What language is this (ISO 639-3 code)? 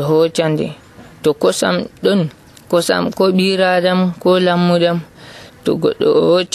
fuv